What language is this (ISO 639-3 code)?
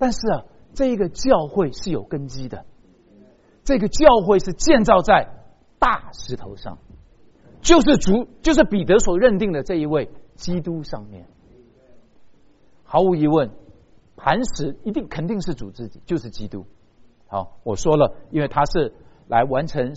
zho